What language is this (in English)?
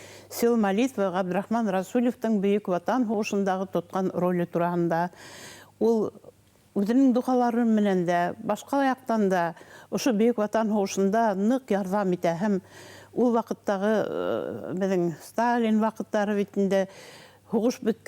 Bashkir